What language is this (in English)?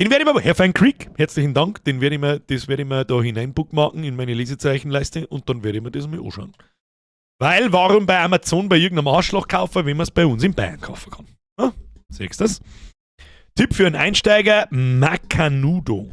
Bavarian